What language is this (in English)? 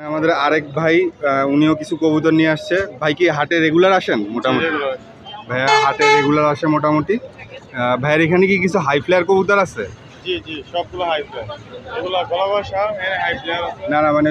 Bangla